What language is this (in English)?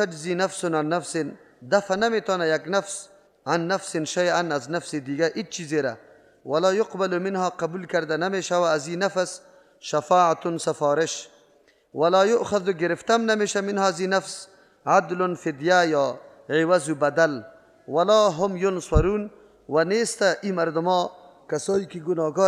Persian